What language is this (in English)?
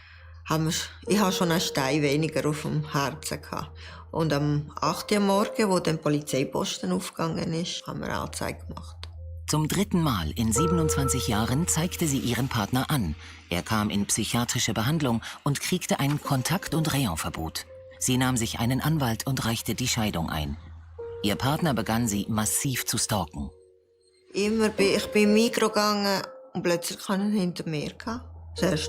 Swiss German